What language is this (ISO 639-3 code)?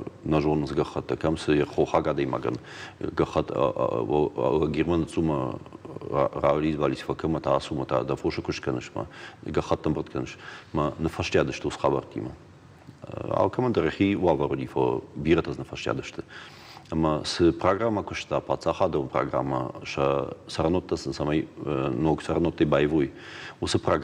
oss